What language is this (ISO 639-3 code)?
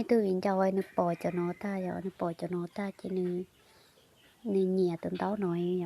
hmn